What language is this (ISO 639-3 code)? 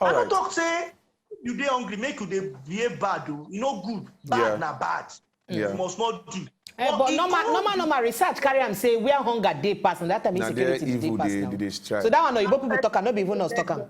pcm